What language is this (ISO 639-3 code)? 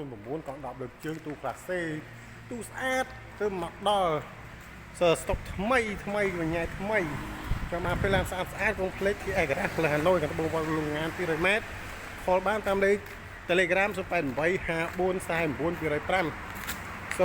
khm